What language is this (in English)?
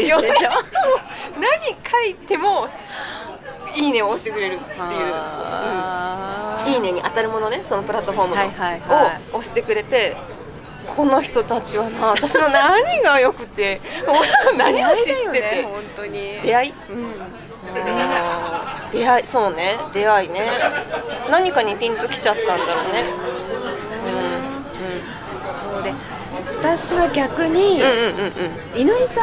Japanese